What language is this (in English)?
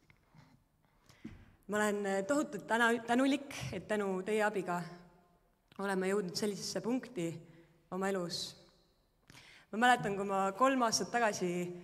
Estonian